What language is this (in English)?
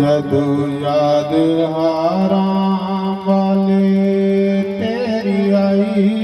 Dogri